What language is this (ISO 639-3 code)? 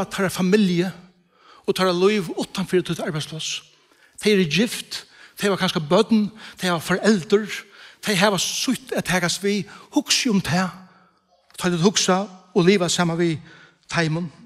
fao